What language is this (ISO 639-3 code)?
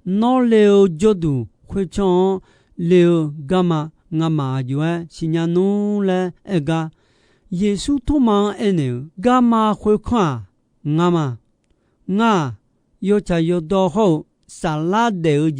ahk